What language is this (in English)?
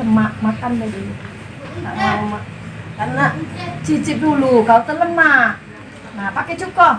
Musi